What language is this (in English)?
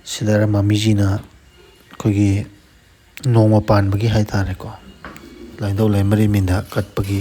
Manipuri